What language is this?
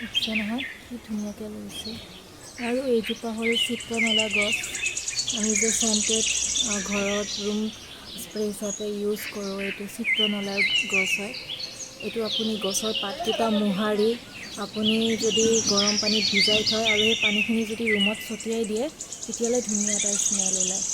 Assamese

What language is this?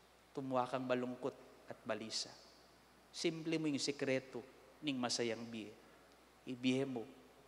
Pampanga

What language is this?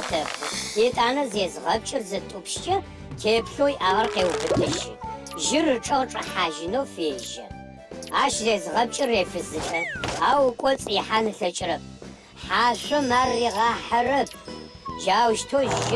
Adyghe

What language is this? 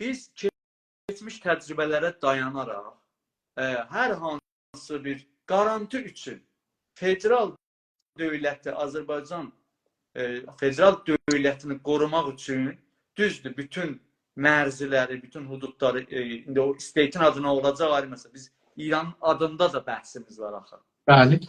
South Azerbaijani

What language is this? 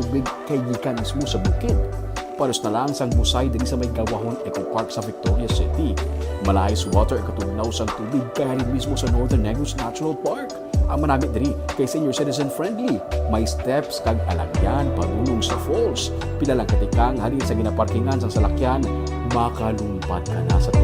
Hiligaynon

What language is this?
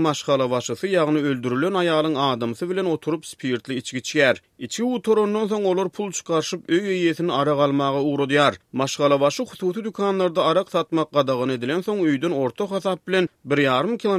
Turkmen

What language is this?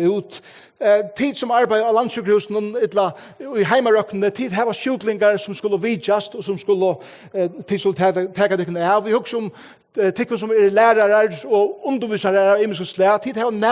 Faroese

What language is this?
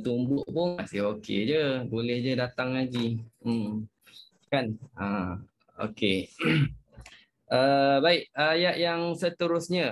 Malay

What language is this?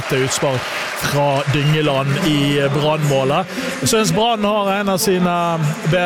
Norwegian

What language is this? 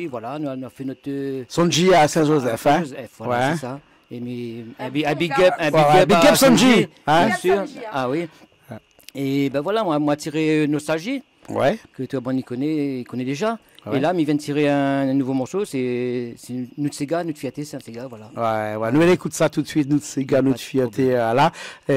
Réunion Creole French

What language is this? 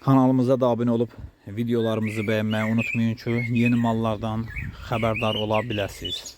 Azerbaijani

